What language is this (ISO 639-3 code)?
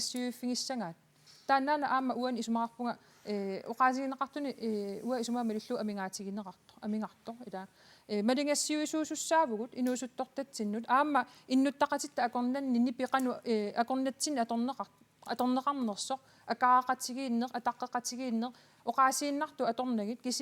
kal